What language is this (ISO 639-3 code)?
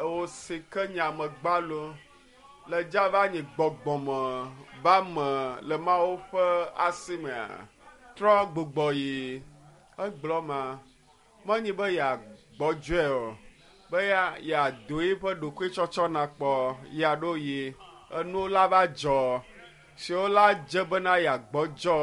ewe